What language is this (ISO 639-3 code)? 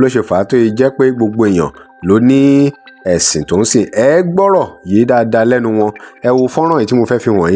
yor